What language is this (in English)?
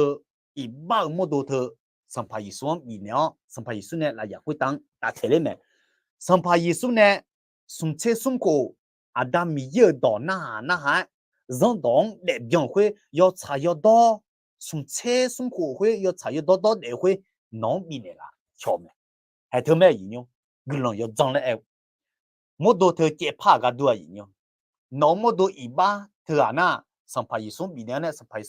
Akha